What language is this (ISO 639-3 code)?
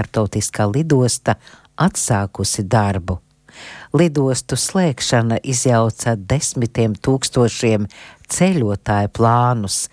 lav